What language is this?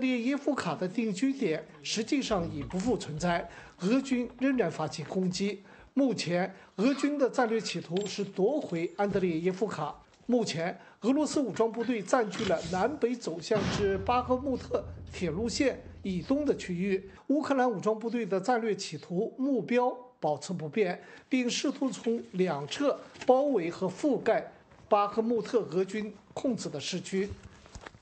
Chinese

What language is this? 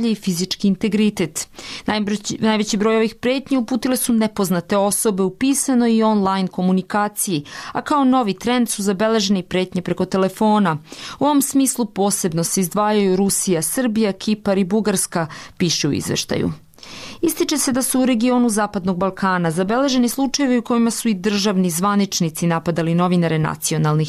Serbian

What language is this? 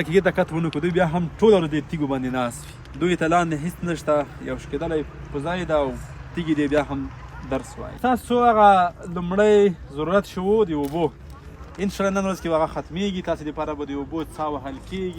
Pashto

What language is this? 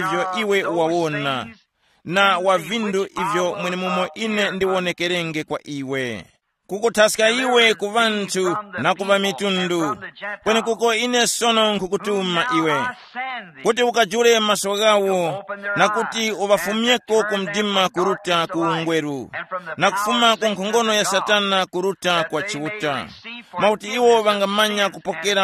Tumbuka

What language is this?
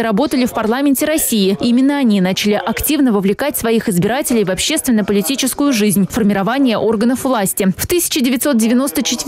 Russian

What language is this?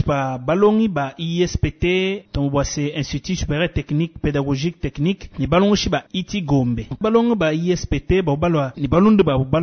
Luba-Lulua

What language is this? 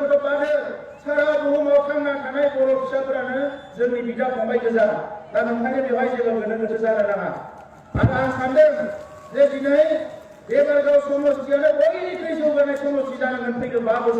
Bodo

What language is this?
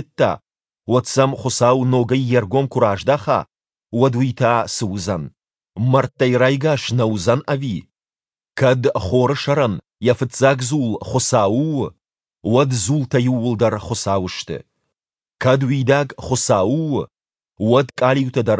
Ossetic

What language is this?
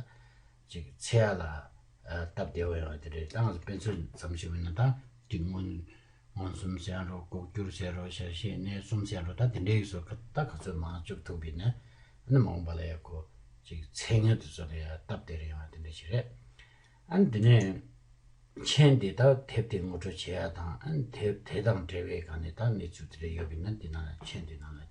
Tibetan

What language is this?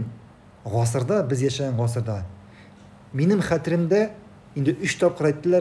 Tatar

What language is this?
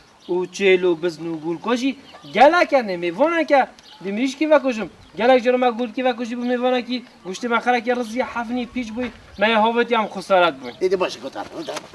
Kurdish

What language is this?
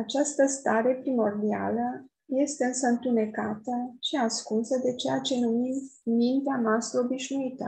Romanian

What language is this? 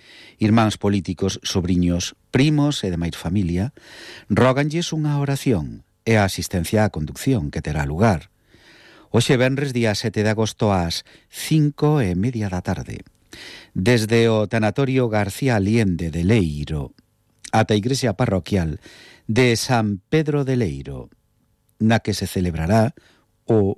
Galician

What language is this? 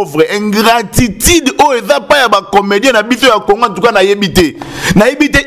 Lingala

